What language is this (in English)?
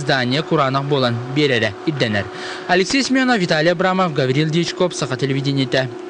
Yakut